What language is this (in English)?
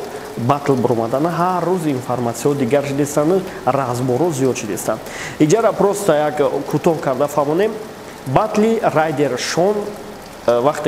Tajik